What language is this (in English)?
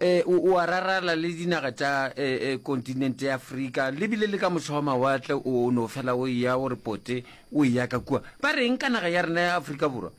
Northern Sotho